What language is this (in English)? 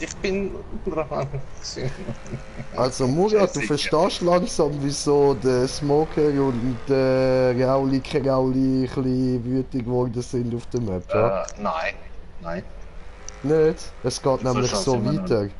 Swiss German